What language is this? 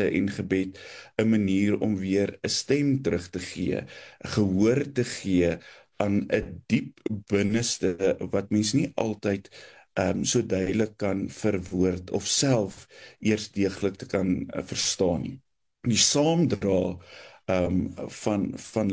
Afrikaans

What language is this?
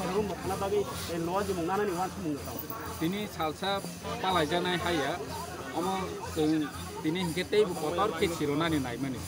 Kok Borok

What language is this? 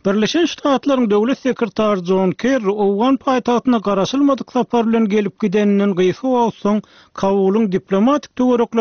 Turkmen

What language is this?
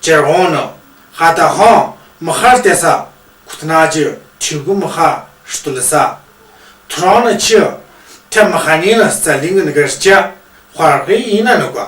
Tu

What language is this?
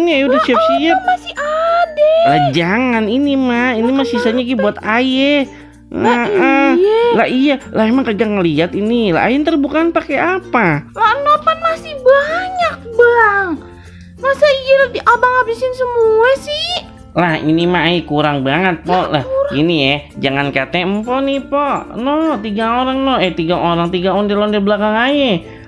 Betawi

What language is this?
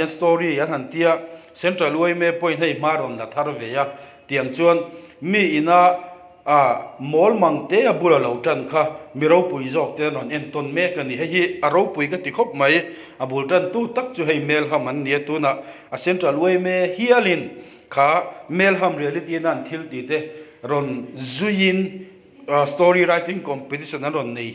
Mizo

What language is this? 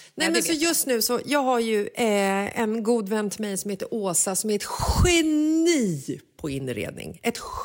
Swedish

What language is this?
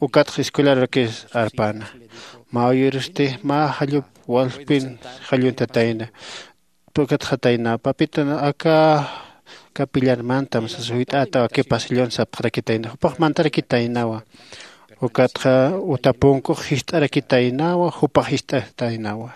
Aymara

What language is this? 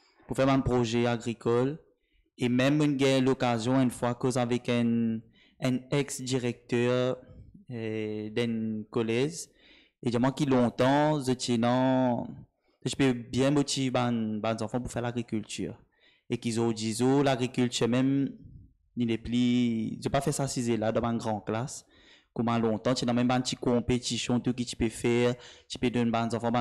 Morisyen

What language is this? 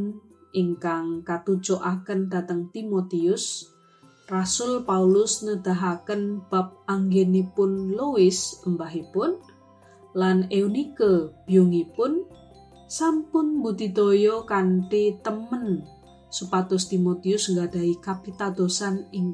Javanese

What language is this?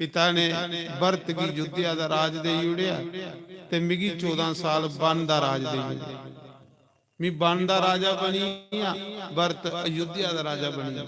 Dogri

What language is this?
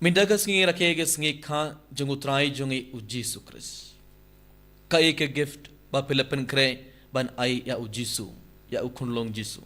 Khasi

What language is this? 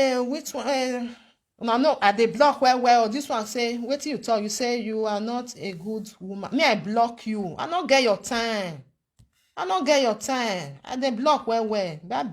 Nigerian Pidgin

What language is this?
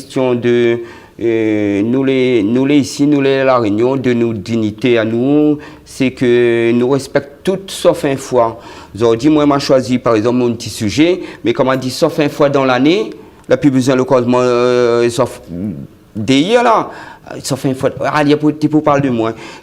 Réunion Creole French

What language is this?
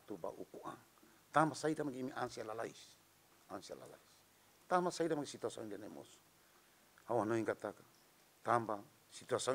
Tetum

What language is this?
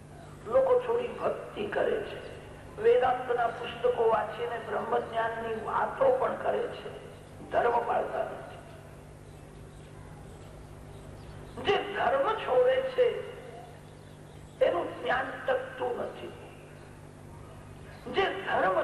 Gujarati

